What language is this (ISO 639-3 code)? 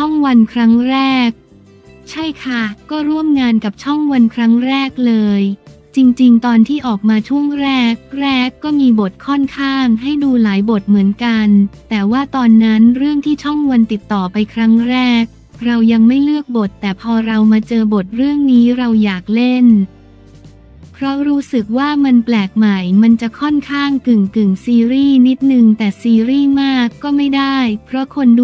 tha